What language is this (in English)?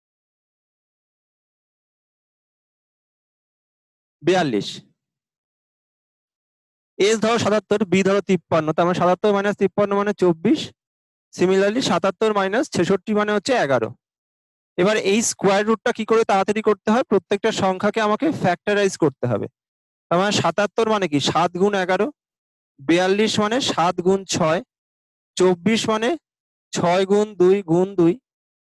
Bangla